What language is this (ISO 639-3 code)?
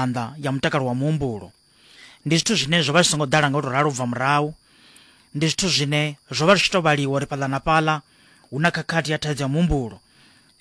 ven